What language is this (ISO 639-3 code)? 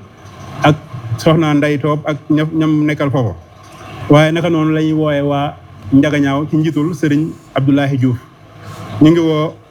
wol